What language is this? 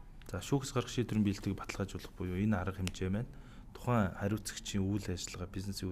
Mongolian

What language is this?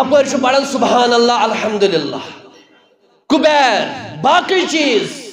Kashmiri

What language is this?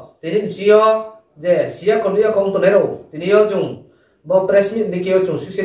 Riang (India)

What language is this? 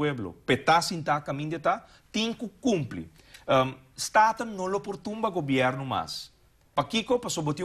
Papiamento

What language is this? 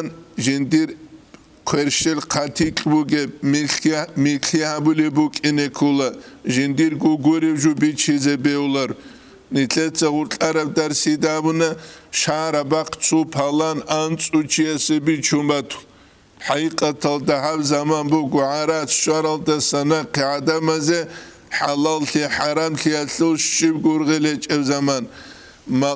Avaric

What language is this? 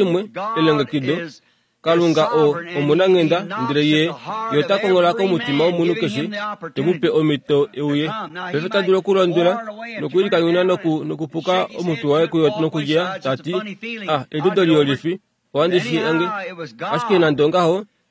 Kuanyama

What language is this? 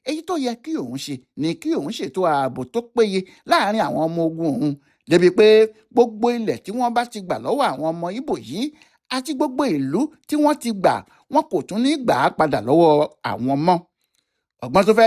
Yoruba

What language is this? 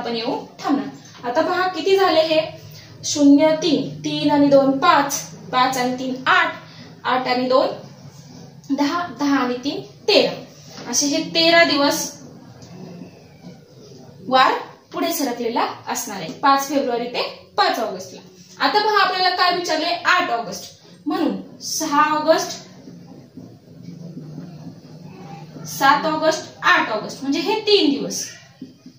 Marathi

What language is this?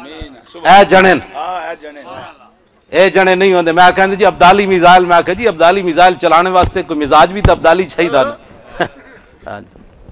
Western Panjabi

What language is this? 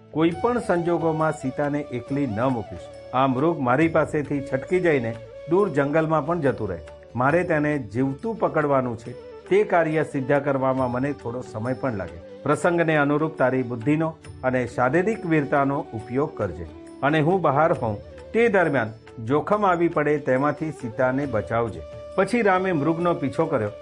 Gujarati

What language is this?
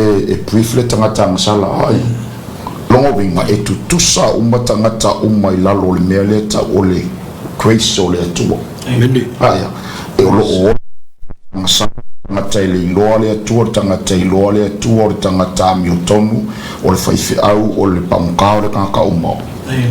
Samoan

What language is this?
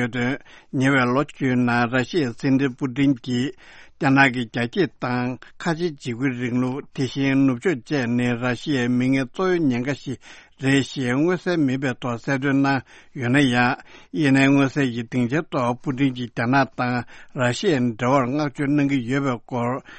Tibetan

